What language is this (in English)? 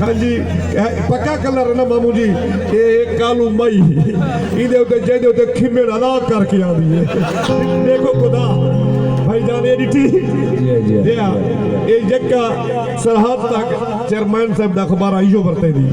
Saraiki